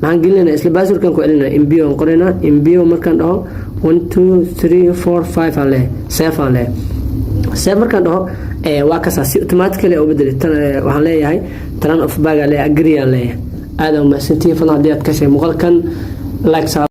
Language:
Somali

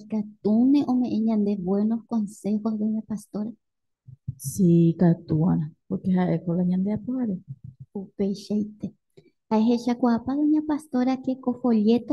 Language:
Guarani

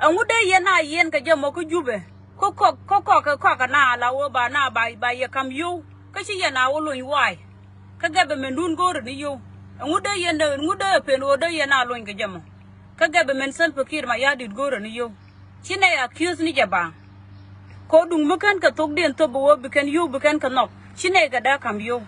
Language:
Nuer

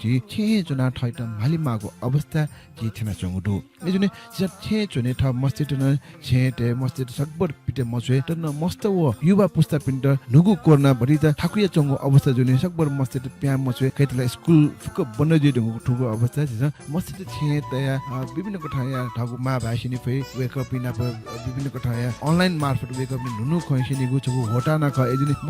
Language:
Newari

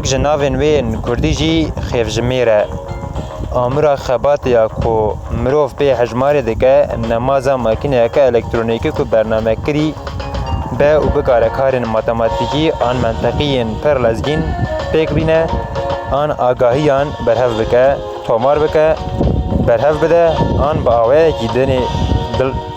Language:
Kurdish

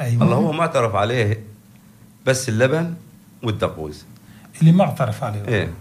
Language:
North Levantine Arabic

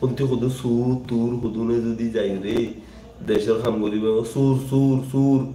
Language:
Rohingya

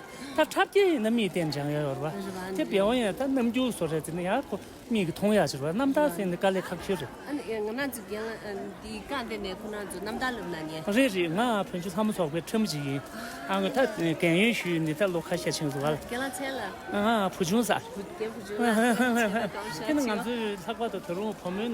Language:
Tibetan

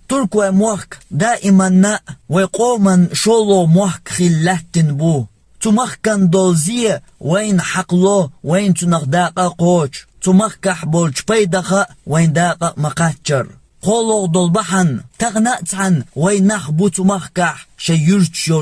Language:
Chechen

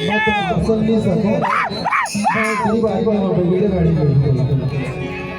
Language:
Chhattisgarhi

